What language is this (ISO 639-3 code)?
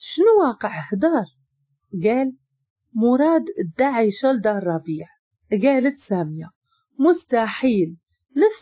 ary